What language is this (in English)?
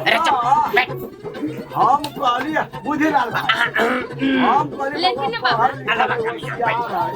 Maithili